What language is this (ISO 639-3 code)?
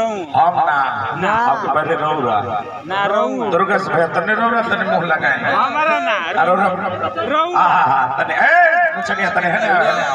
bho